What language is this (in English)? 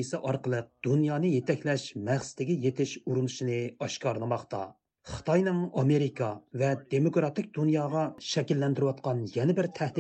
Uyghur